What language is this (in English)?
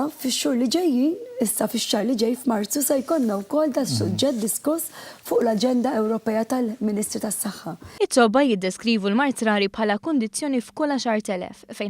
Maltese